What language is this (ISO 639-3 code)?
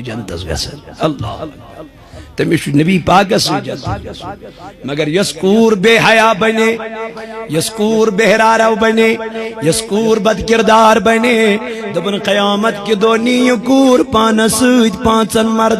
kas